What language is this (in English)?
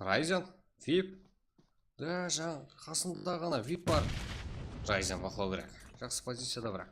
Kara-Kalpak